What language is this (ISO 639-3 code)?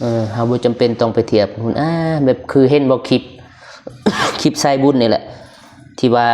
lao